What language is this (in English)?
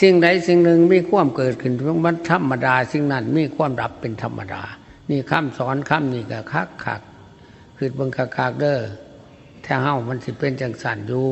Northeastern Thai